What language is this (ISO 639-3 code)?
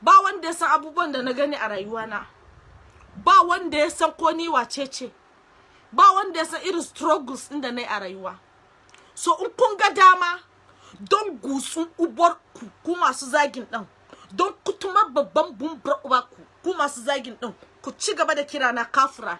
hau